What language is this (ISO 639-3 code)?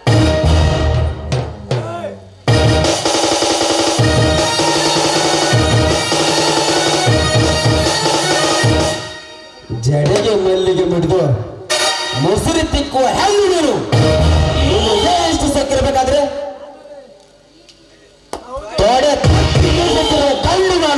kan